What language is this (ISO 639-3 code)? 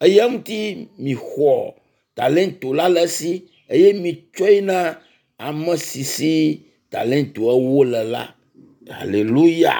ewe